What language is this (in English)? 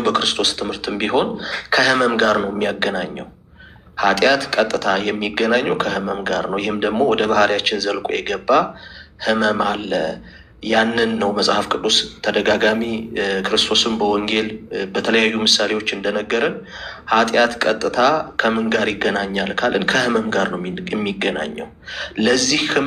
Amharic